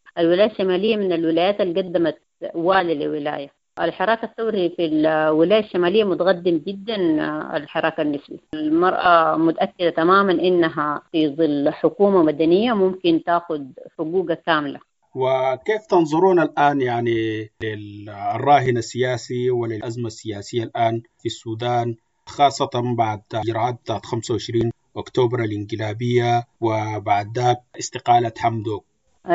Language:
Sudanese Arabic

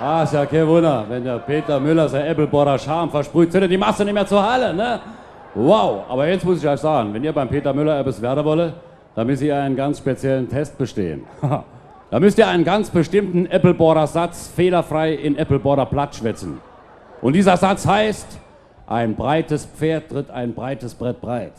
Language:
Palatine German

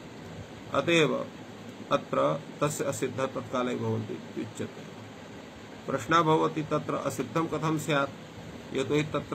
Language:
Sanskrit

